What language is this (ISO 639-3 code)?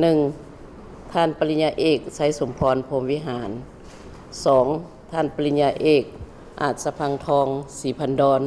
lao